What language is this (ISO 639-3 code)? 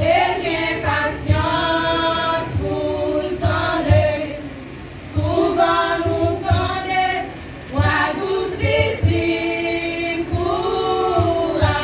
hat